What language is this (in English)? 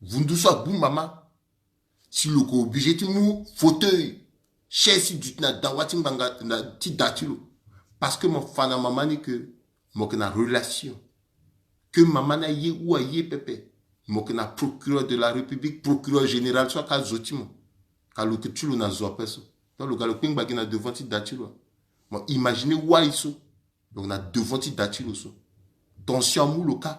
Sango